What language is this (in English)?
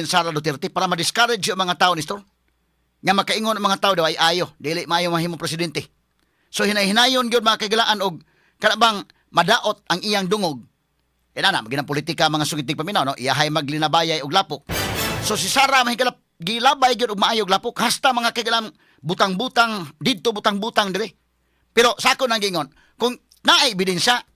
Cebuano